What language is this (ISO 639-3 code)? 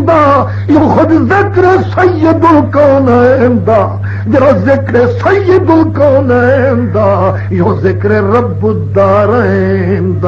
skr